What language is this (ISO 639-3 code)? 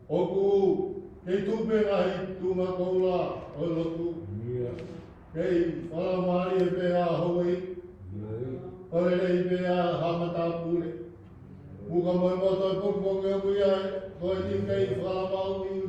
ton